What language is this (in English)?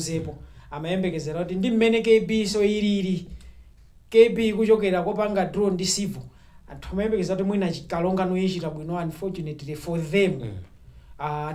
Nyanja